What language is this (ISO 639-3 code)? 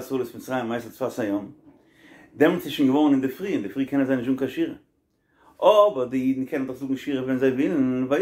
yid